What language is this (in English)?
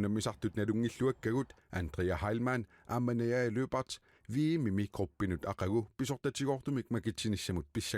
Kalaallisut